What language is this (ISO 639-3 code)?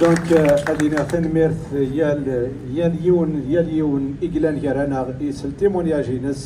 kab